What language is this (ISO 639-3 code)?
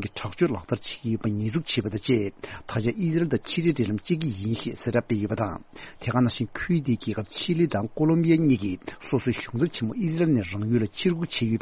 bod